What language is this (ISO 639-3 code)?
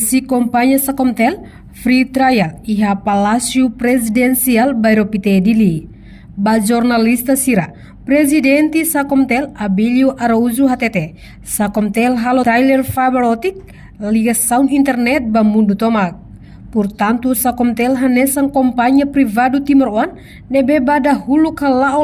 tet